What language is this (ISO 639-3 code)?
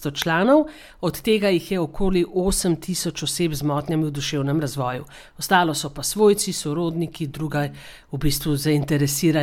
slv